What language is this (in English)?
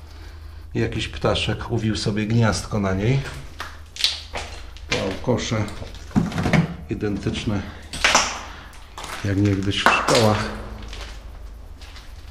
Polish